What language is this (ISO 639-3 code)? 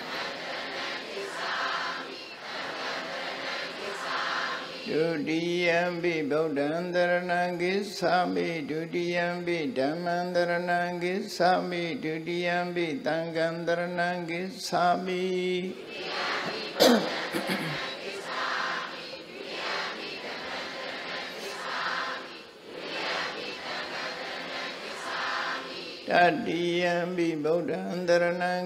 mya